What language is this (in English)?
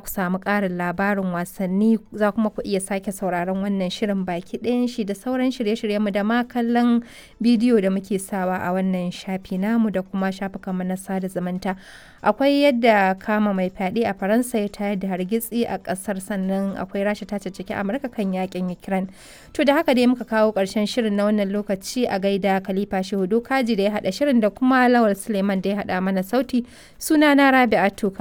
Hausa